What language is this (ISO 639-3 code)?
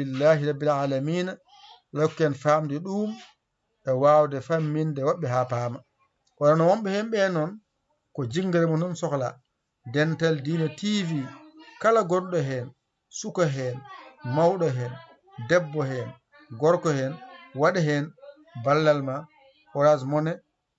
ful